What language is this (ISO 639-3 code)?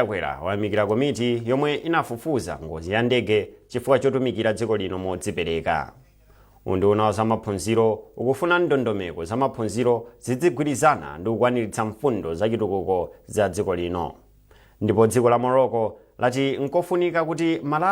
nya